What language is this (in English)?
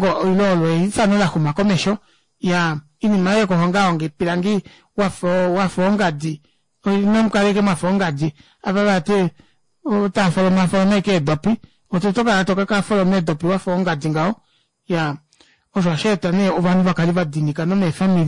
Kuanyama